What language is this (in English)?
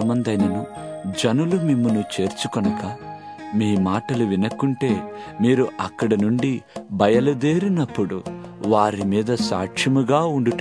Telugu